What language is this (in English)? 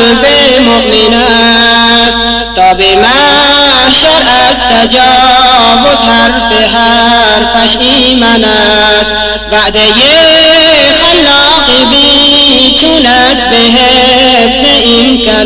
Persian